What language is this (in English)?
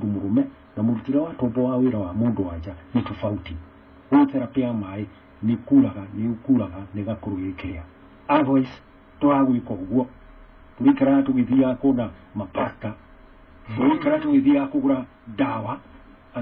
Kikuyu